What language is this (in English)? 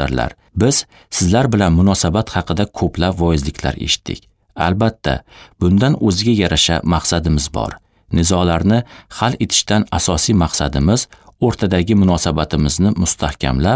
Uzbek